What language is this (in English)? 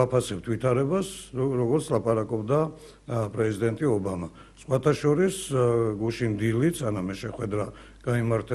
Georgian